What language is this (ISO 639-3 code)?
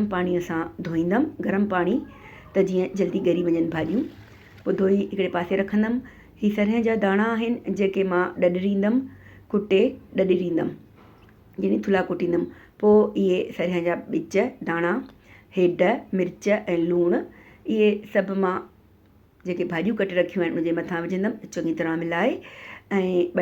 snd